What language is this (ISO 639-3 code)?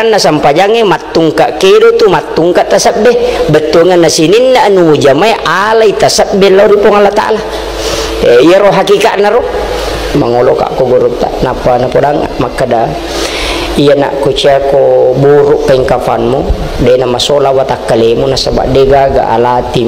bug